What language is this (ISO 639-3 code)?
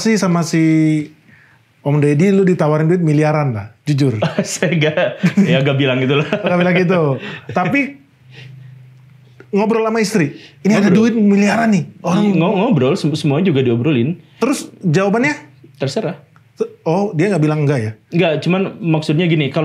ind